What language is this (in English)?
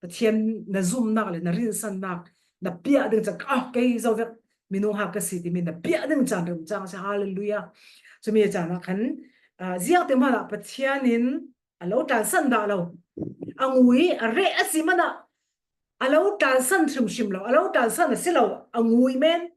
Falam Chin